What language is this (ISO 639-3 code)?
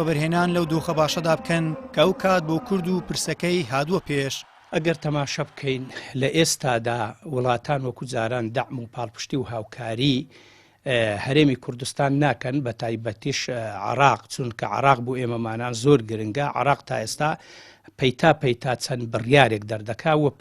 ckb